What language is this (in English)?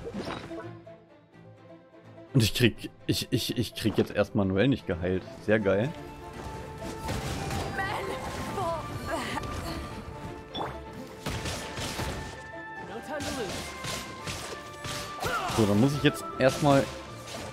German